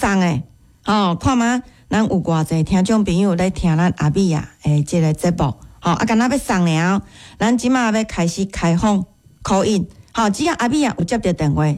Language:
Min Nan Chinese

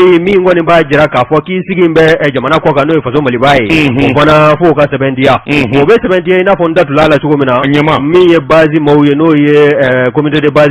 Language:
Bambara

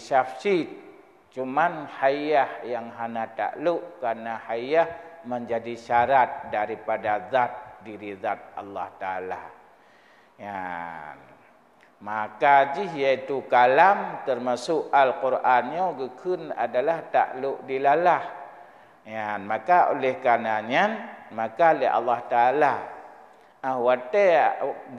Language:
Achinese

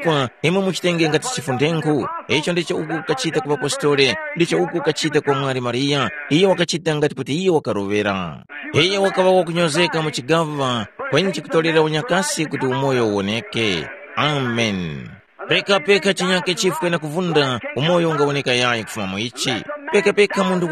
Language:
Tumbuka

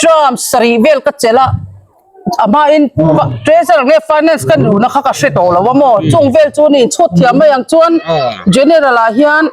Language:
Hmar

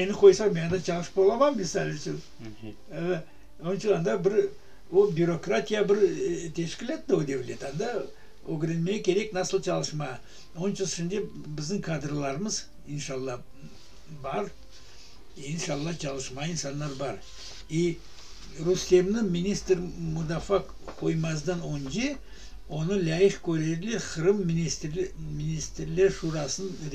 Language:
Crimean Tatar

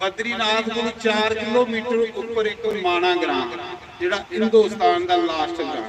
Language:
Dogri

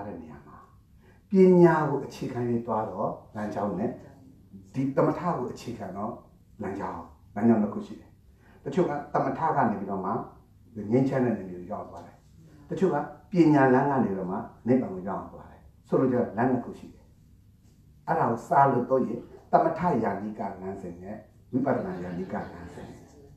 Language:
Burmese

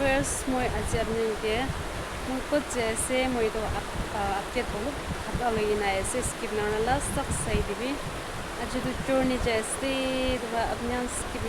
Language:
Yimchungru Naga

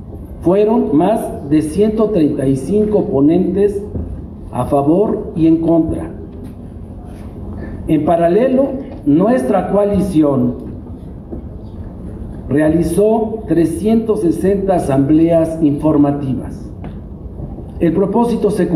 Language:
Spanish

